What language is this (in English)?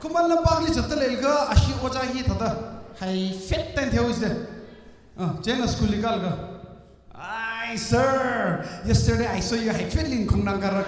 Tangkhul Naga (India)